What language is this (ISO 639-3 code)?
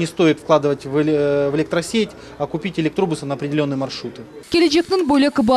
crh